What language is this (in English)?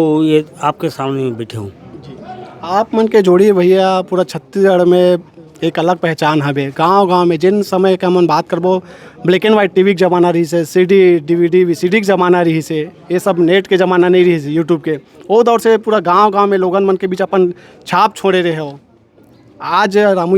Chhattisgarhi